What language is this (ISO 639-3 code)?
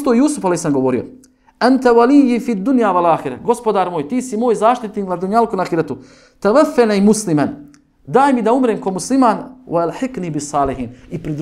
bos